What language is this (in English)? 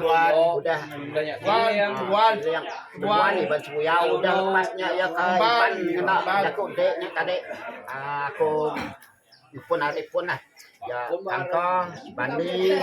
Iban